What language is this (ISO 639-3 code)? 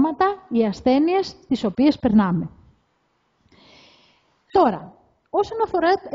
ell